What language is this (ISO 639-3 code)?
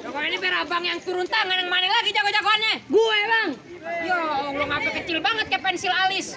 bew